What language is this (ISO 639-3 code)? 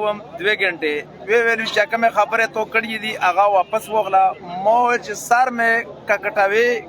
pus